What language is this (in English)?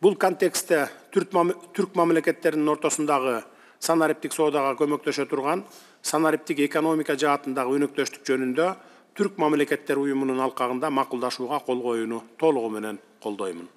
Kyrgyz